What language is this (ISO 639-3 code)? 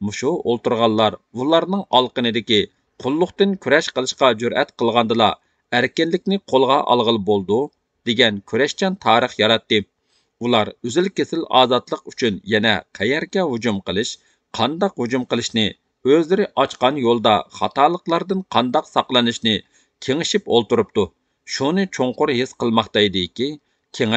uig